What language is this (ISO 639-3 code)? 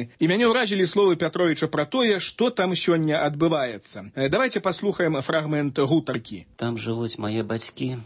bel